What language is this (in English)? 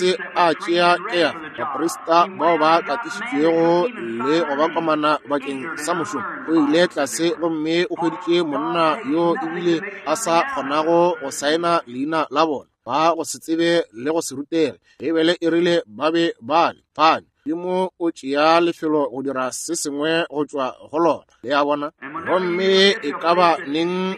Northern Sotho